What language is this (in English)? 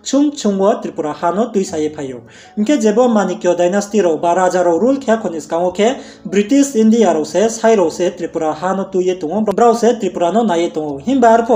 Riang (India)